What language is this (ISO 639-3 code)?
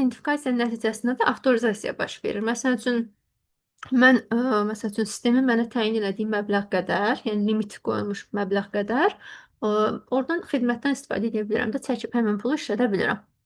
aze